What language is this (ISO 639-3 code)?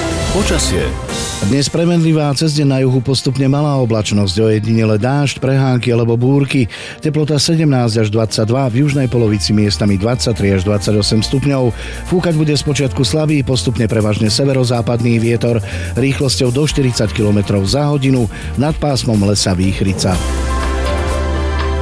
slk